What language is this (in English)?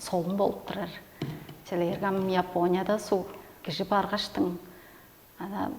Tuvinian